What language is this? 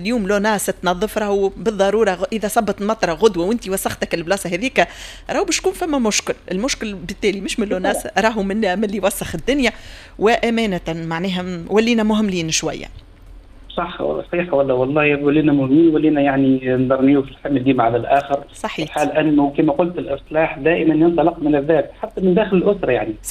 Tunisian Arabic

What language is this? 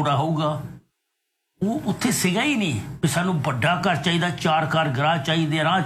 Punjabi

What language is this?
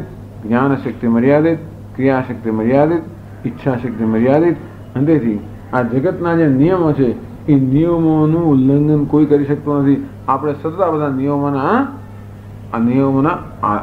Gujarati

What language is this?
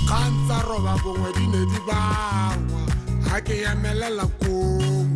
Tswana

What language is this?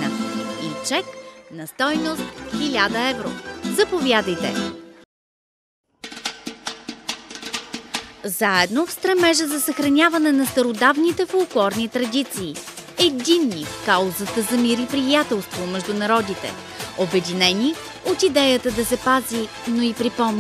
Bulgarian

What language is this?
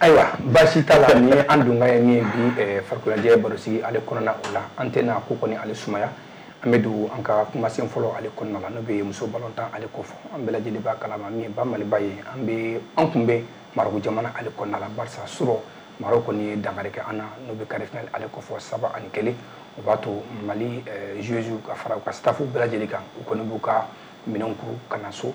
Bambara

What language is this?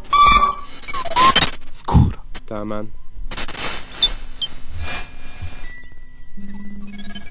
Croatian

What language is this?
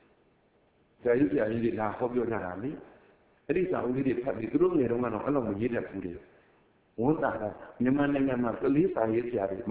Burmese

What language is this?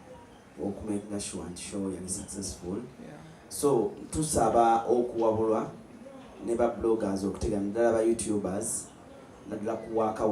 Ganda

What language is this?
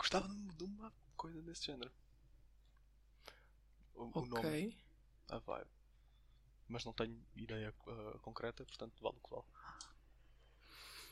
Portuguese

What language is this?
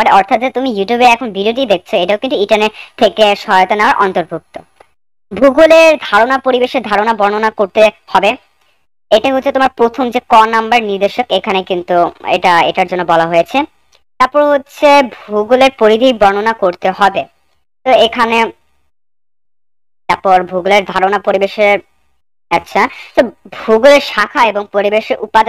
Bangla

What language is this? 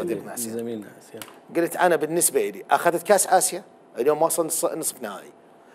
Mesopotamian Arabic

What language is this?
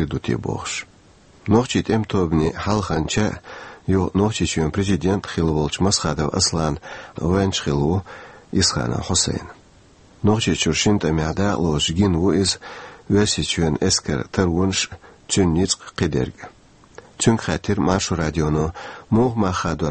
Chechen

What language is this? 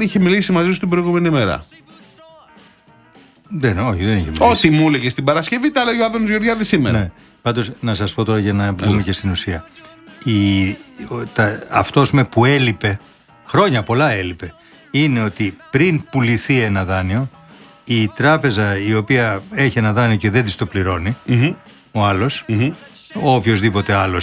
Greek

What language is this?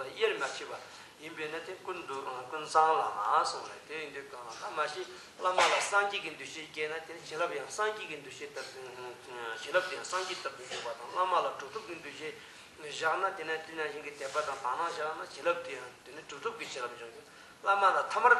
Tibetan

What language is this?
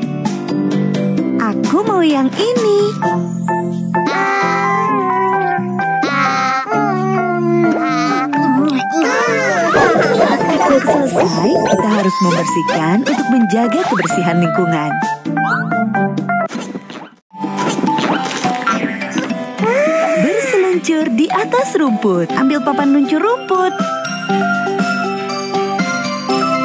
Indonesian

